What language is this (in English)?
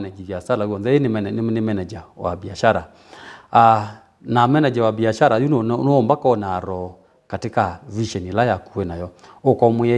Kamba